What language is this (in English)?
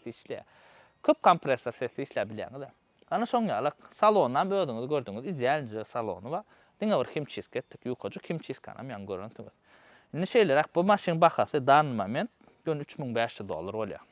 Turkmen